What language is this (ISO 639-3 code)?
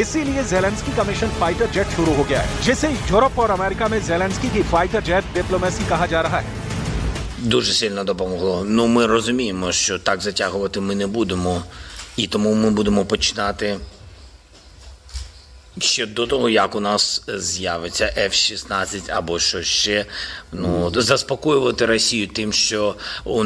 hin